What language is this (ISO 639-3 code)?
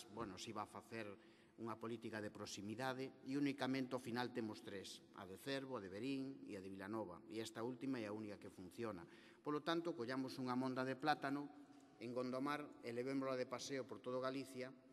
glg